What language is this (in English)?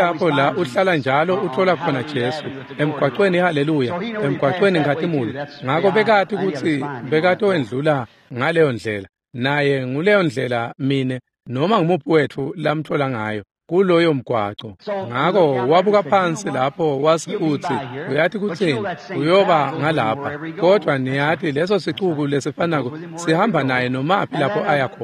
Swati